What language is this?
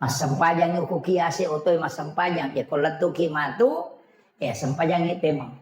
Buginese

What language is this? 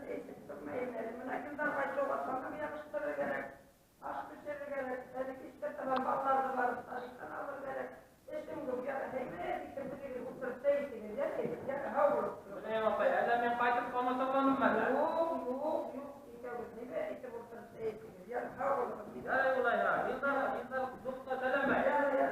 Bashkir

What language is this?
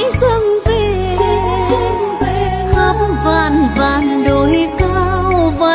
Vietnamese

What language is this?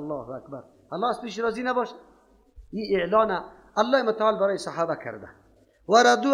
Persian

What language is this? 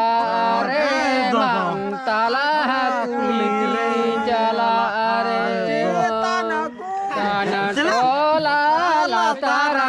Santali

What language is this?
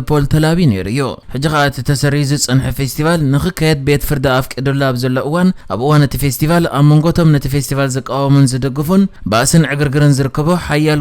Tigrinya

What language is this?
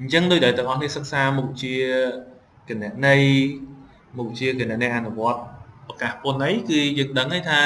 Khmer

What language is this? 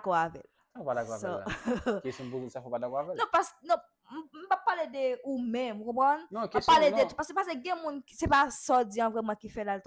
Haitian Creole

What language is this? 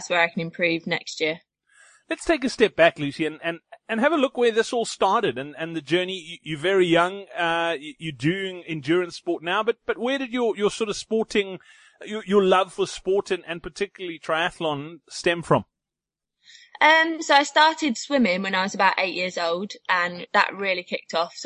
English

